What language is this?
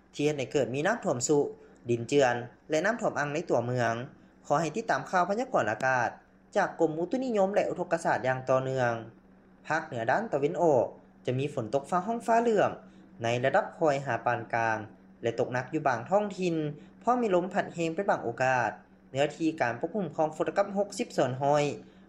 Lao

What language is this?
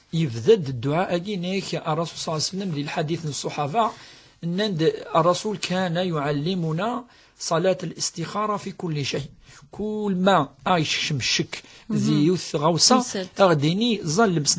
Kabyle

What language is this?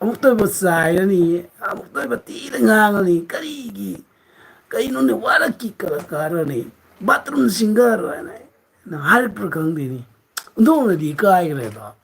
Manipuri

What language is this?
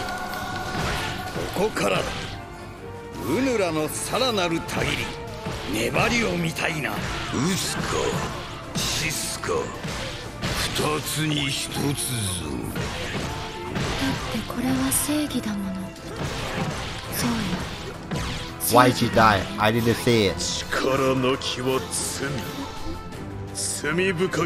Japanese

